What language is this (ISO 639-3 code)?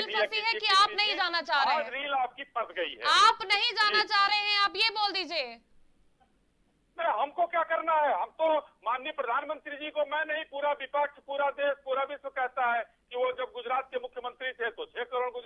hin